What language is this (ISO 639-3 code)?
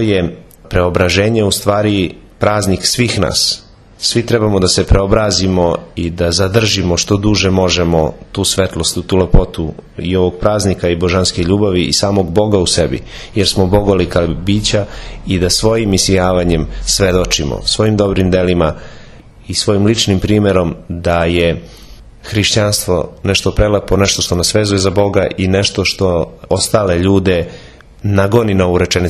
srp